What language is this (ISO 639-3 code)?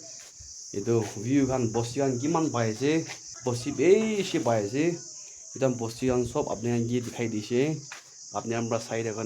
nag